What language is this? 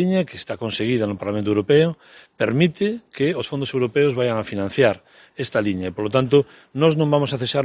Galician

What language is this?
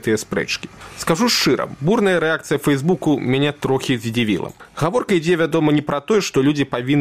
Belarusian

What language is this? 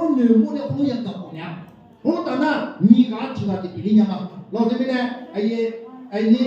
Akha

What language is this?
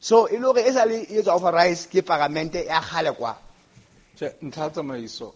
Southern Sotho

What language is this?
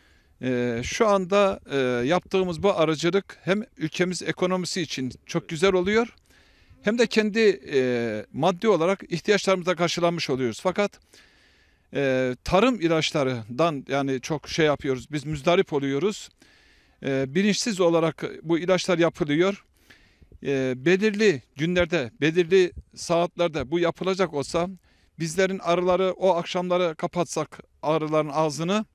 Turkish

